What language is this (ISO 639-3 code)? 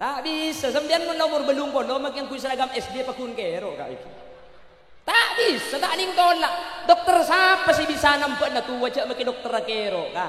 mad